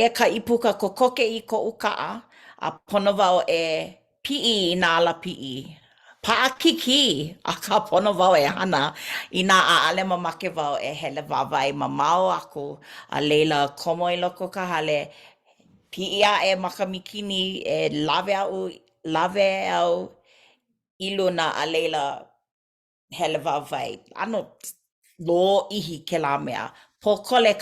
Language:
Hawaiian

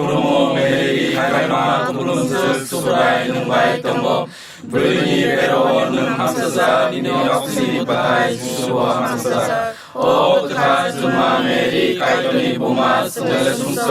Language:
Kok Borok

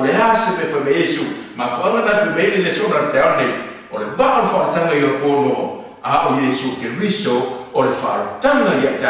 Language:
Samoan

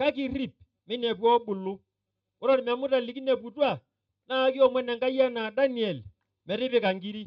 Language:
Masai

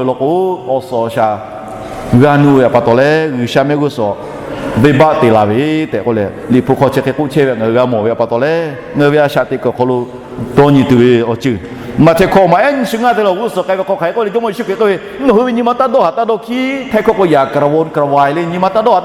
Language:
Lahu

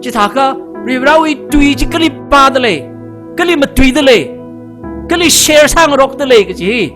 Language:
Tangkhul Naga (India)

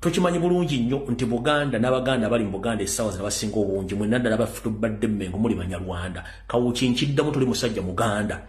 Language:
Ganda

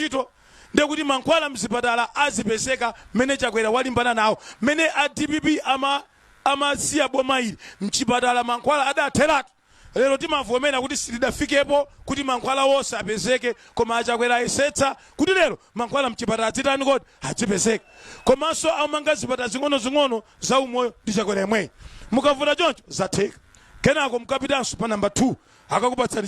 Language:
Nyanja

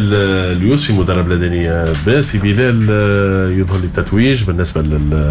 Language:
Tunisian Arabic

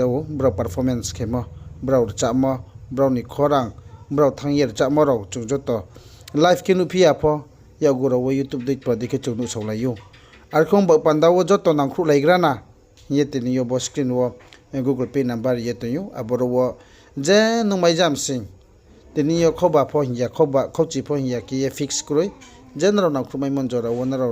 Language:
Riang (India)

